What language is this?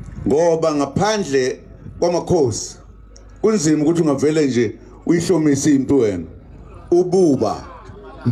Zulu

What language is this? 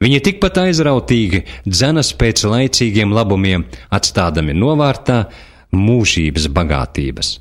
Latvian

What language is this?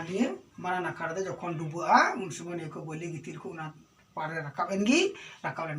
Santali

